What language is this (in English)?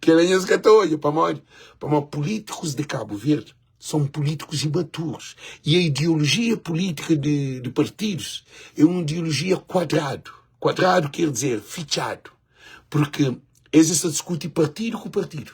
Kabuverdianu